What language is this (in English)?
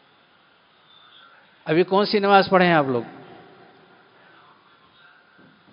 Urdu